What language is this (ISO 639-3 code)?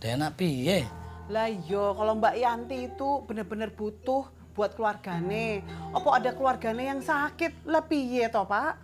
bew